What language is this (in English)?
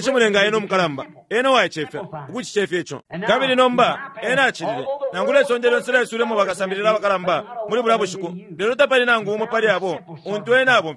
Bemba